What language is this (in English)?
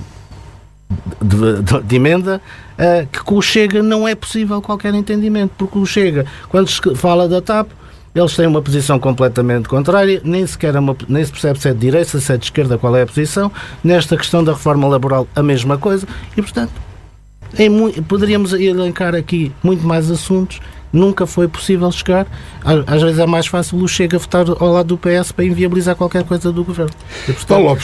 Portuguese